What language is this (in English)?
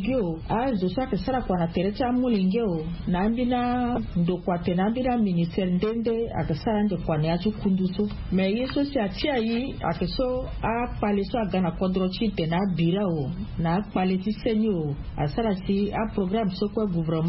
Sango